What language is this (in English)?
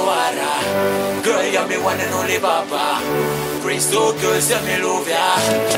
English